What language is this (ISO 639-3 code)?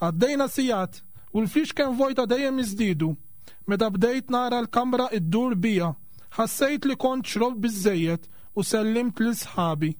mlt